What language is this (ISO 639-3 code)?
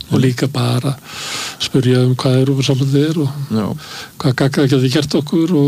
isl